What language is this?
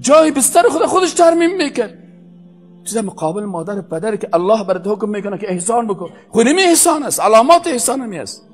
Persian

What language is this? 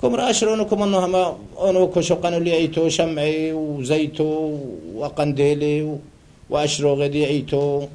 Turoyo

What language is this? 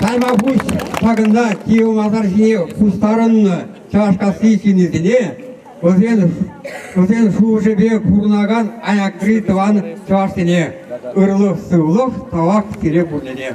Chuvash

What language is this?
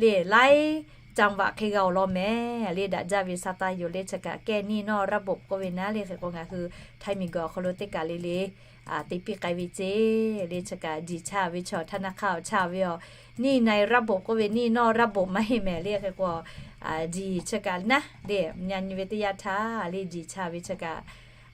Lahu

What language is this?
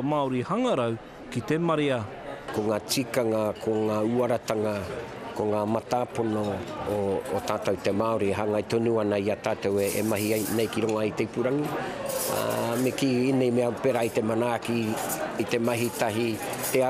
Māori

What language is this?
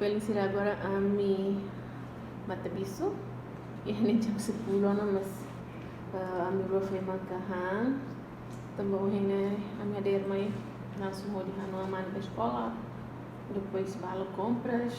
Tetum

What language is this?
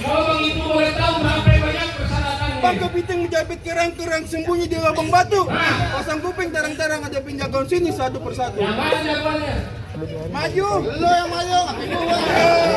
Betawi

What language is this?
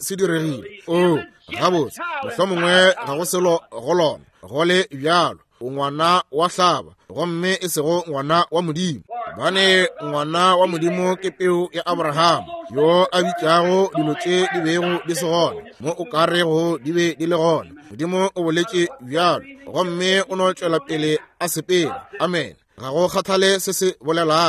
Northern Sotho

